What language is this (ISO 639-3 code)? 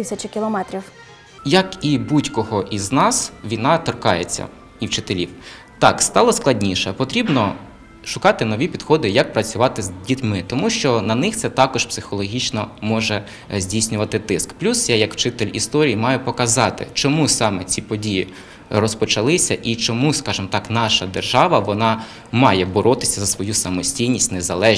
ukr